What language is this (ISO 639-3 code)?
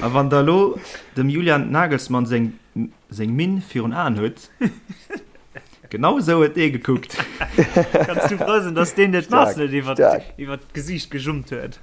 ltz